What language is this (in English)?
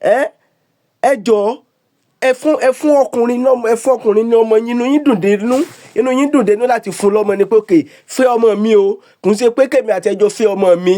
Yoruba